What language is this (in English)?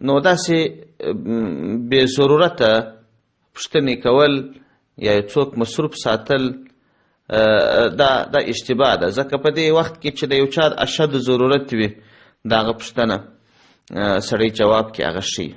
Pashto